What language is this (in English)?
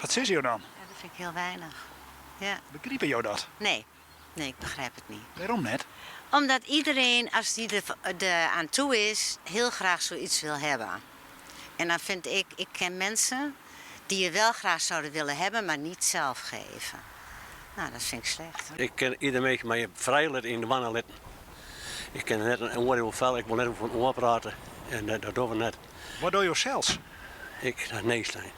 Western Frisian